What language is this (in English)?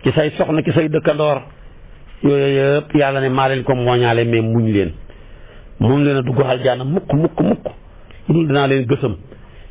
Wolof